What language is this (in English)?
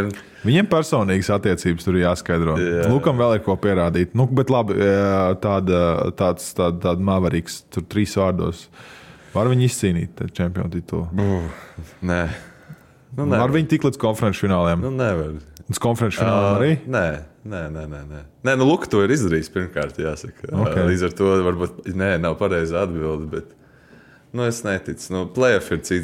Latvian